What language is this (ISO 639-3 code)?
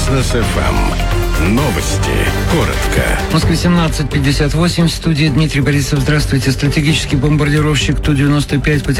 rus